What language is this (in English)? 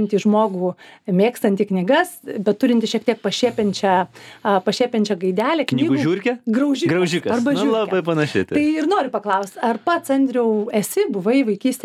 Lithuanian